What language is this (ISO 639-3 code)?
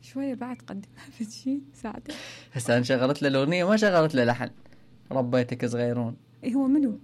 acm